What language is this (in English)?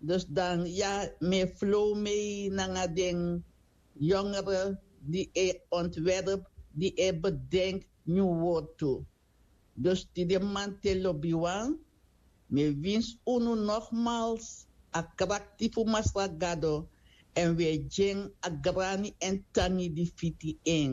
Sranan Tongo